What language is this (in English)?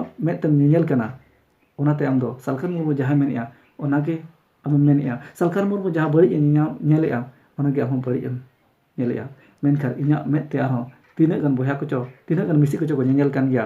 Santali